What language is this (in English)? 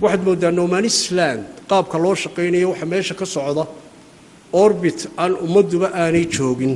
Somali